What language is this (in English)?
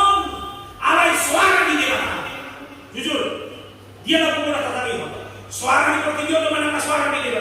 Batak Toba